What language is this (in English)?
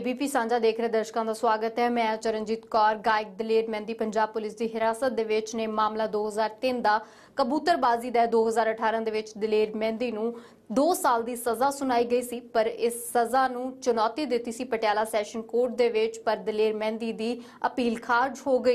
Punjabi